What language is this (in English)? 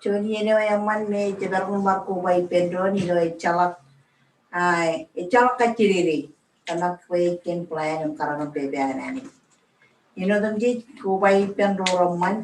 Marshallese